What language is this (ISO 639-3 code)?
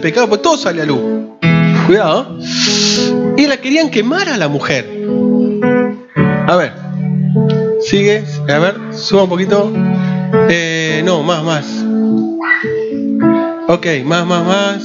spa